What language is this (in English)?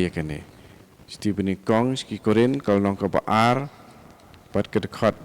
Khasi